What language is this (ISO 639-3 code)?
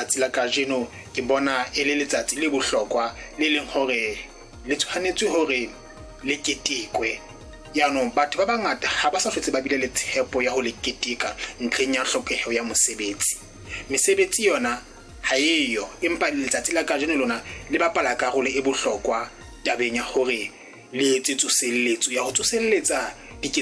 sot